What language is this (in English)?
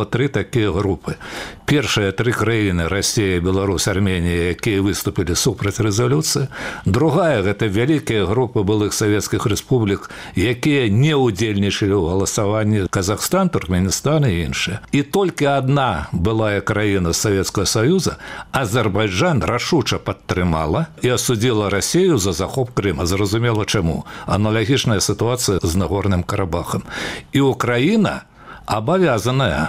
Belarusian